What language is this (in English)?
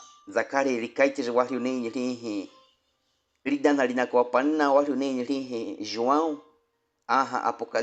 Baniwa